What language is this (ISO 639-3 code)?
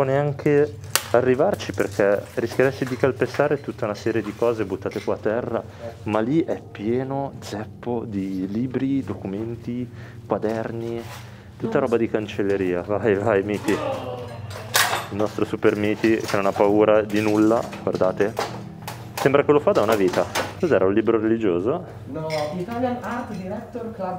ita